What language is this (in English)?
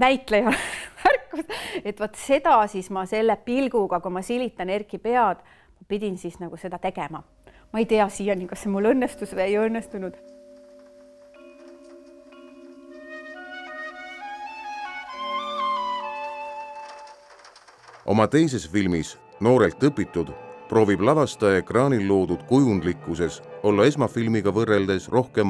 Estonian